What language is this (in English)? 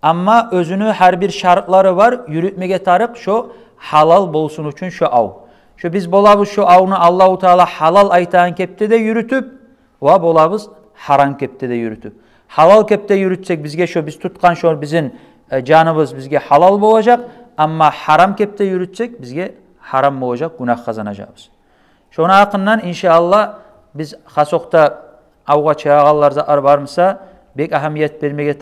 Kumyk